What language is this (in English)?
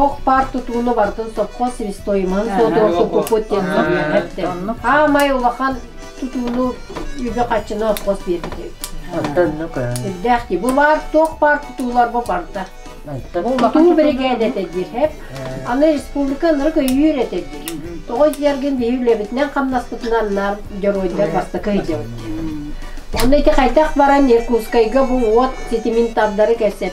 Yakut